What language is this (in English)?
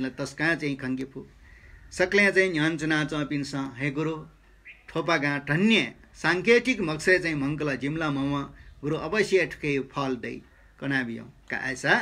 Newari